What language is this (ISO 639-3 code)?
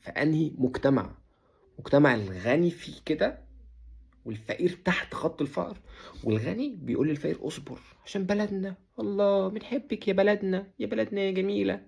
arz